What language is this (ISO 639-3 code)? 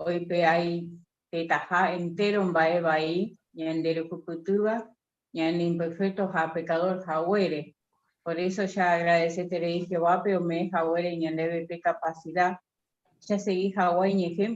grn